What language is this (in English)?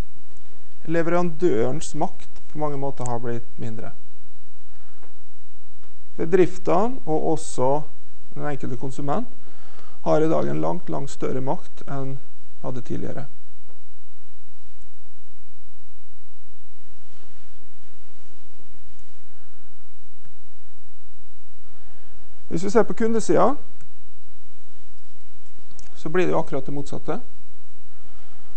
Norwegian